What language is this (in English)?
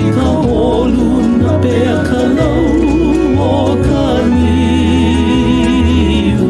Hawaiian